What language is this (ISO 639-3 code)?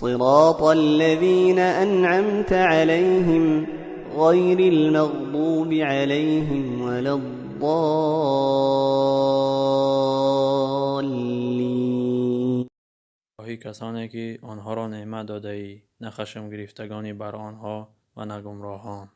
tgk